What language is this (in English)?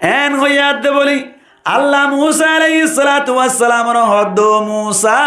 Rohingya